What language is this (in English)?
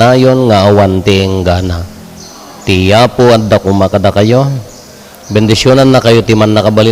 Iloko